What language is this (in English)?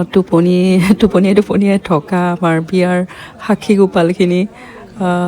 Assamese